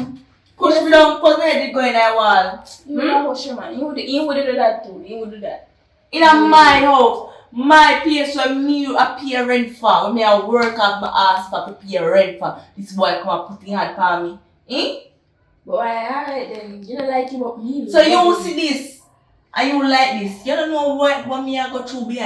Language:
Jamaican Creole English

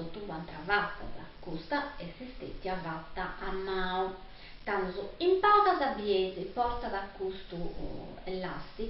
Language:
Sardinian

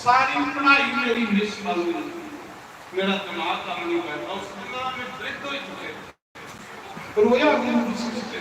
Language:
Dogri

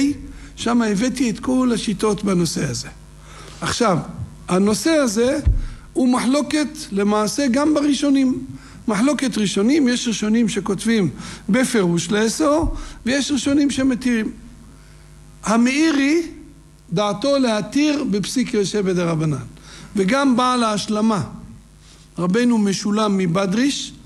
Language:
Hebrew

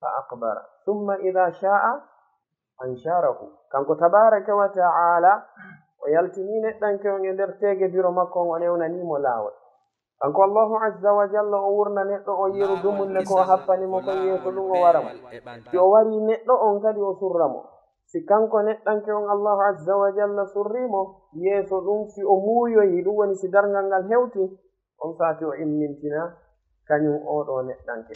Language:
Fula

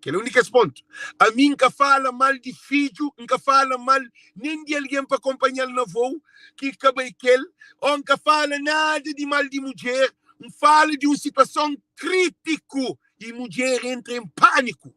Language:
Kabuverdianu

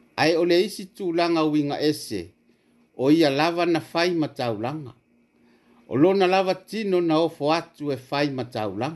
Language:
Samoan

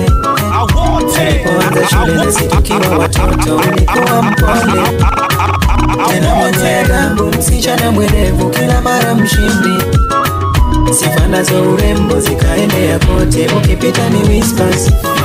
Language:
Swahili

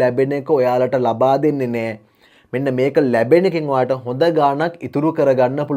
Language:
Sinhala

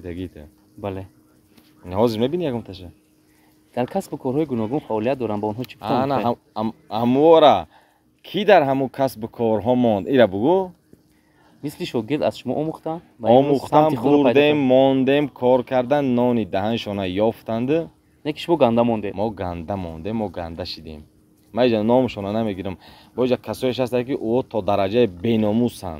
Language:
Tajik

